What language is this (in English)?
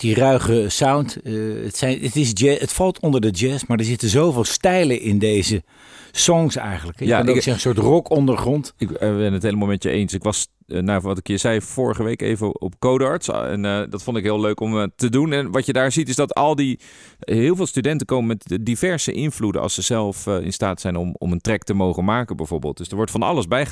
Dutch